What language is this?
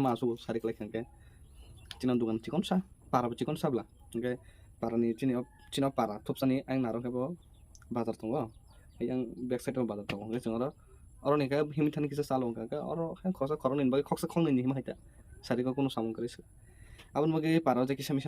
Kok Borok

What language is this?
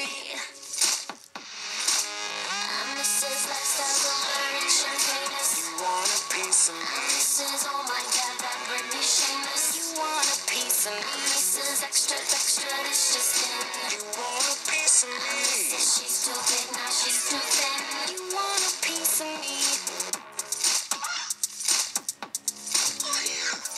English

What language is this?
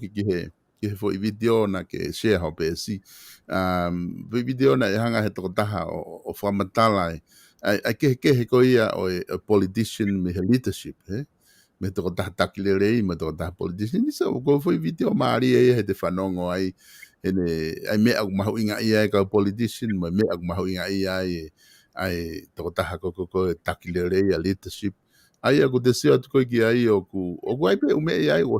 Tongan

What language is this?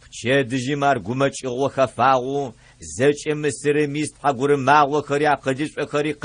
Adyghe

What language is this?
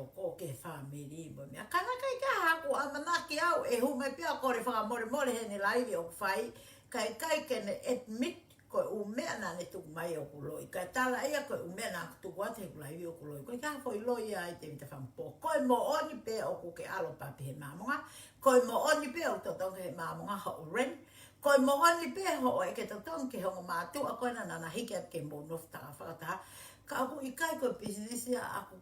Tongan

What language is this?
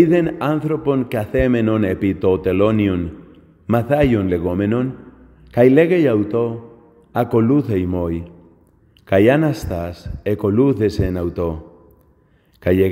Latin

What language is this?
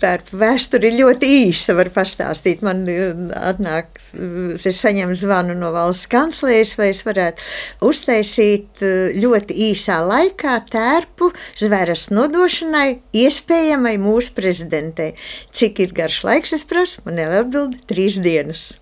Latvian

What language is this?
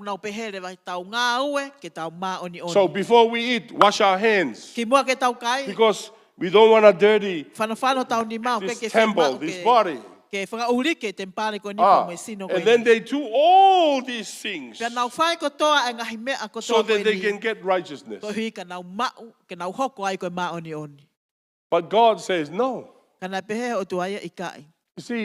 Tongan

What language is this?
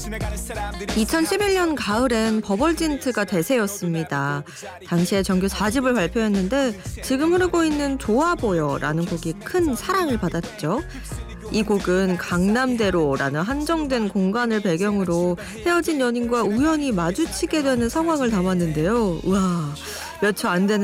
Korean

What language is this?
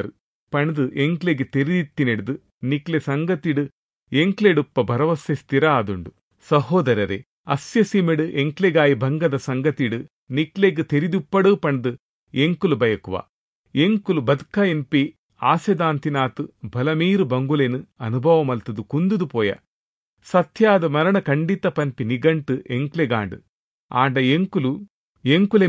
Tulu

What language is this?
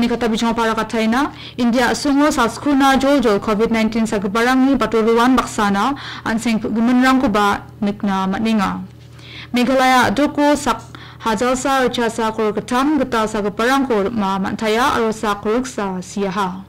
Garo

